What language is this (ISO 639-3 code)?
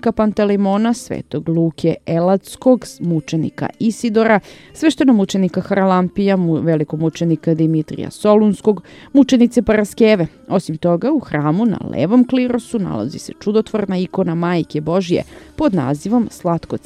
srp